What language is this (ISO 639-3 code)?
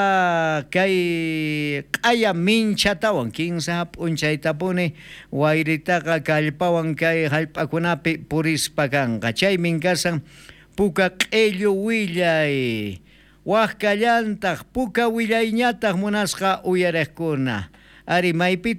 quh